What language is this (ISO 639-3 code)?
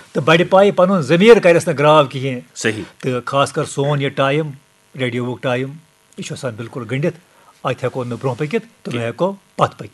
kas